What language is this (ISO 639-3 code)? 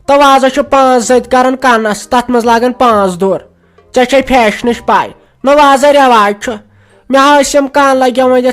kas